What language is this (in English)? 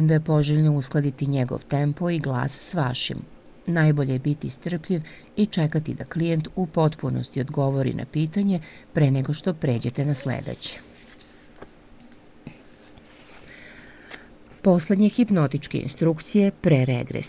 Serbian